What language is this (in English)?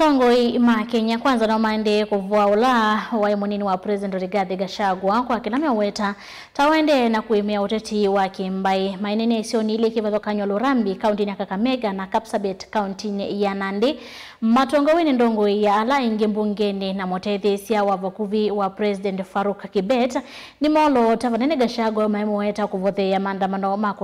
Kamba